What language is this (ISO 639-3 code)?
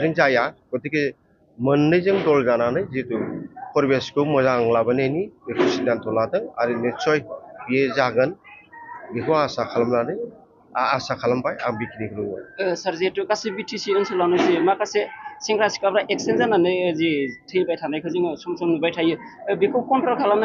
brx